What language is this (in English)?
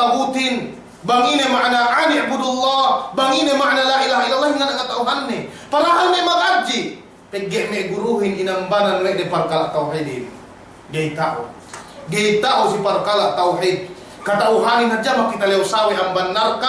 Yakan